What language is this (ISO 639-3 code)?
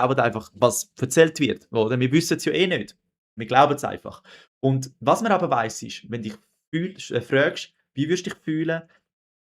gsw